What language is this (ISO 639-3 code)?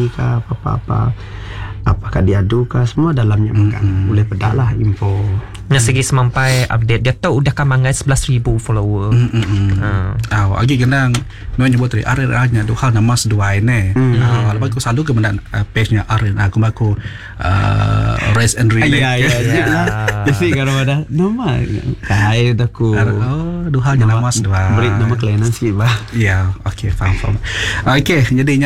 iba